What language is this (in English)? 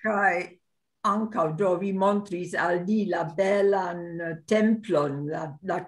Esperanto